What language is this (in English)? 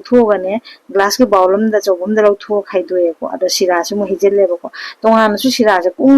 Manipuri